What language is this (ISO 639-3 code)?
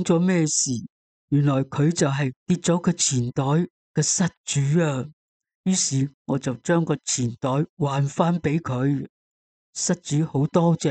yue